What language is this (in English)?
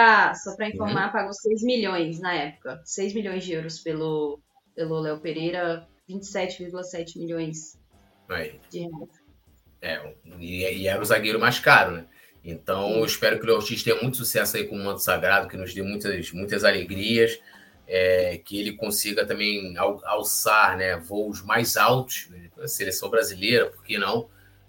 Portuguese